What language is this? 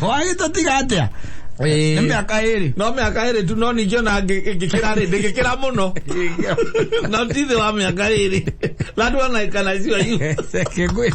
Kikuyu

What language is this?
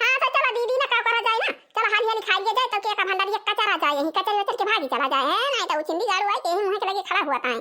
Awadhi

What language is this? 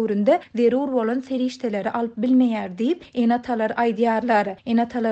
Turkmen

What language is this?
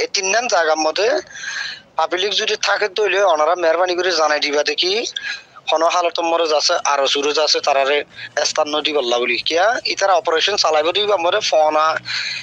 Rohingya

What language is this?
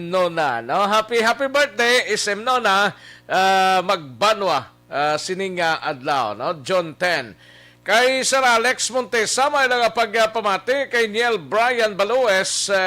Hiligaynon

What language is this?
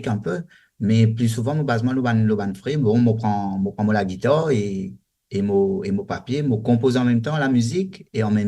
Morisyen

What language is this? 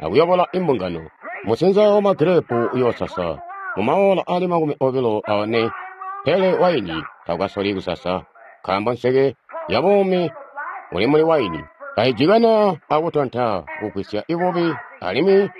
Tonga (Zambia)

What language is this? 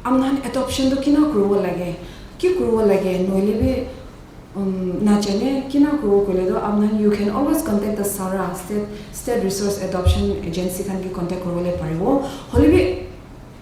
Naga Pidgin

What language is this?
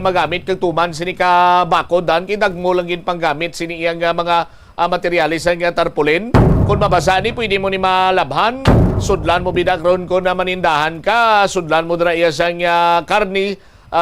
Hiligaynon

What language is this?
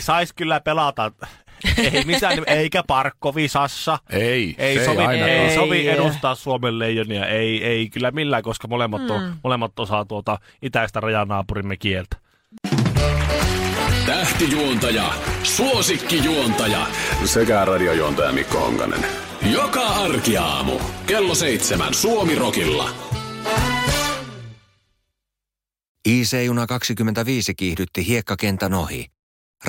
Finnish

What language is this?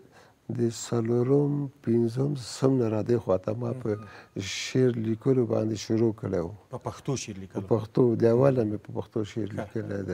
Pashto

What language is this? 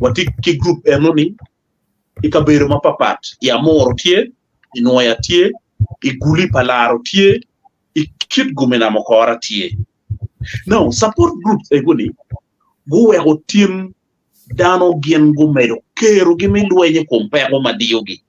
Acoli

